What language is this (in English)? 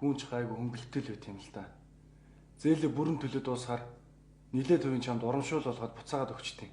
Mongolian